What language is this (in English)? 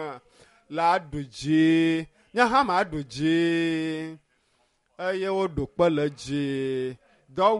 Ewe